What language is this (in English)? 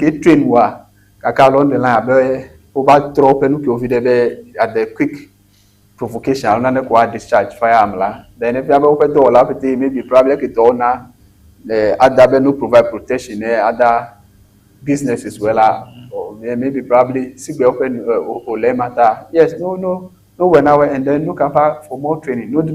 Ewe